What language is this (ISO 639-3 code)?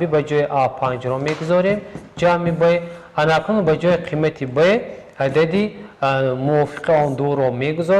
tgk